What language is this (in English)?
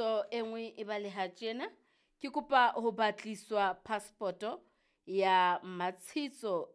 Southern Sotho